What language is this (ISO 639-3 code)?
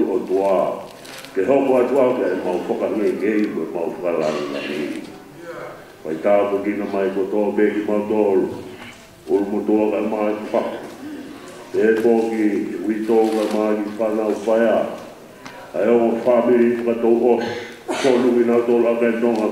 ton